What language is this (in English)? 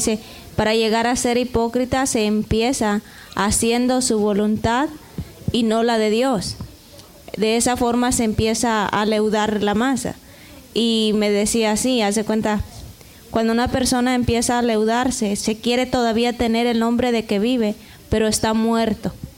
Spanish